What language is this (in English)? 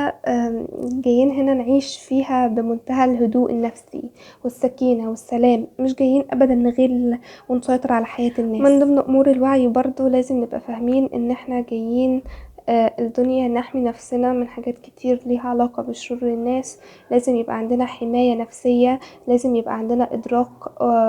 Egyptian Arabic